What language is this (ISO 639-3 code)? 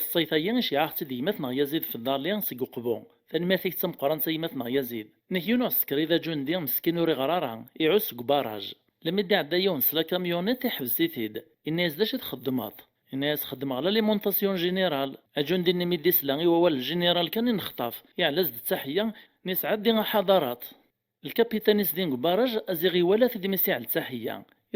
kab